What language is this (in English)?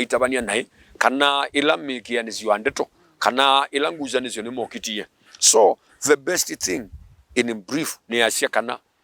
Kamba